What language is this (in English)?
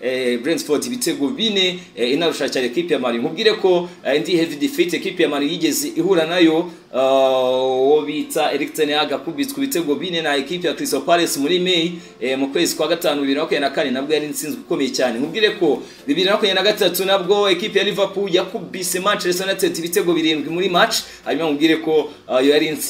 Kinyarwanda